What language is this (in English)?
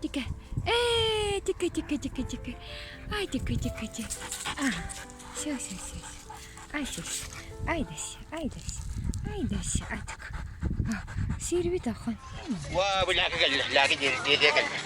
Yakut